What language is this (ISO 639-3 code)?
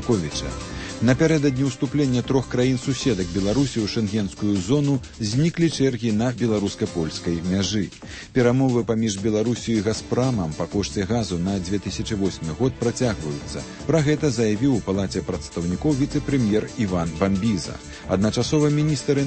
bel